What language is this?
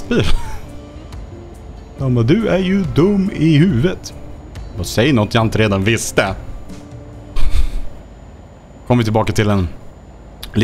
Swedish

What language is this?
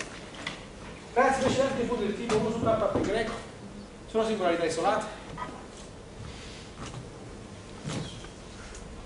Italian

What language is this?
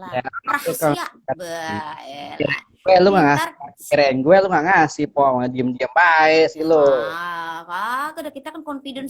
Betawi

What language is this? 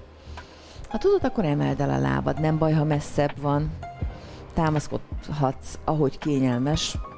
Hungarian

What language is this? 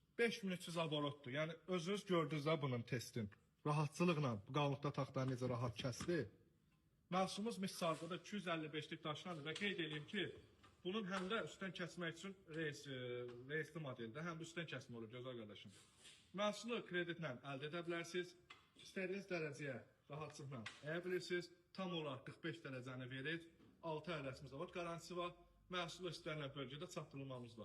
Azerbaijani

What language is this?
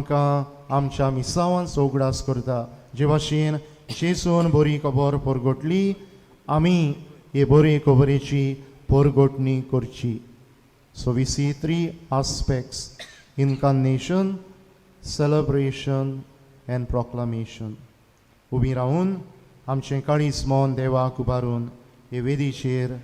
Konkani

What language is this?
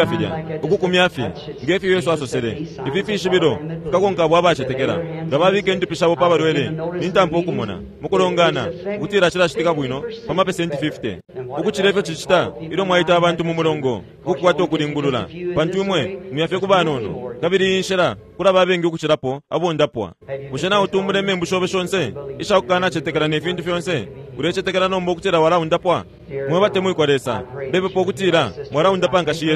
Bemba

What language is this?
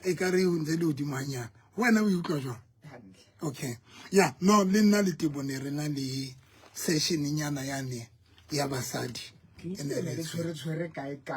Southern Sotho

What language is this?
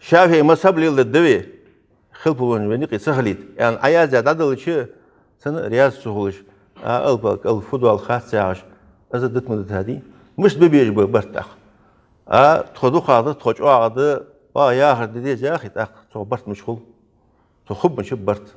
Ingush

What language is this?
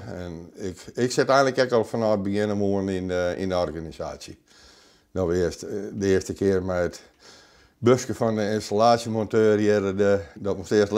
Western Frisian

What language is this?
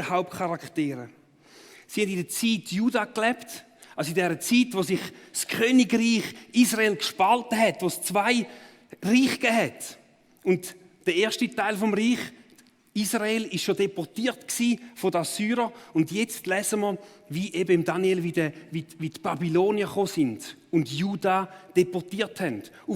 Swiss German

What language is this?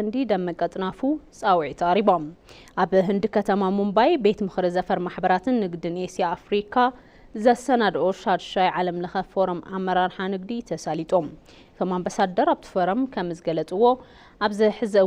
Tigrinya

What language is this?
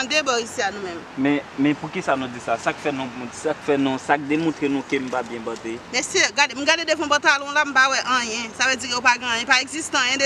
Haitian Creole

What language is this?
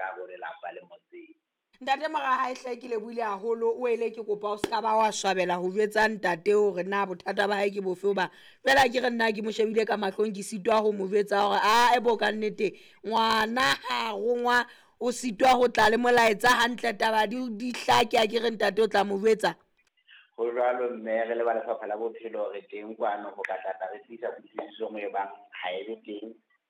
Southern Sotho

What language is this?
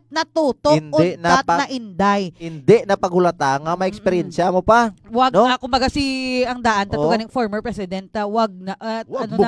Hiligaynon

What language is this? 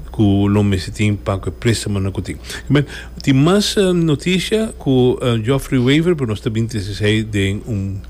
Papiamento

